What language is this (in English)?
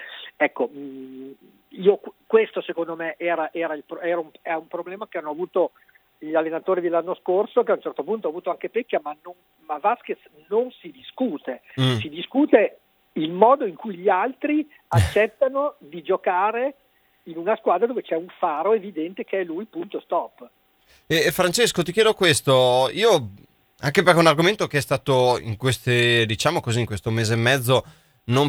Italian